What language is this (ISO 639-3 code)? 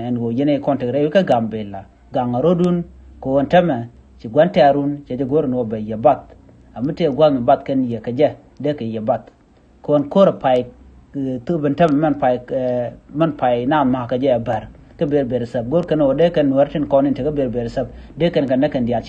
nus